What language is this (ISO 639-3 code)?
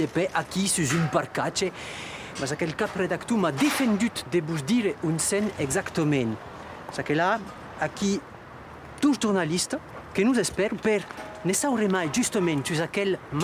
oci